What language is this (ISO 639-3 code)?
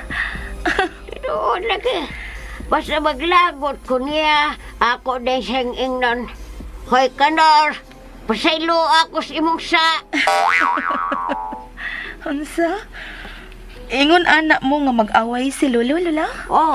ceb